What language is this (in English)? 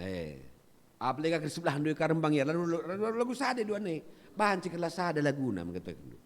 Batak Karo